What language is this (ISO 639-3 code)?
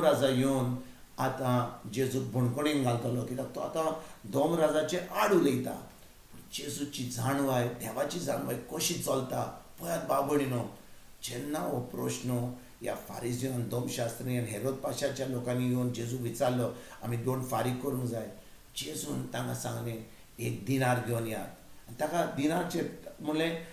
kok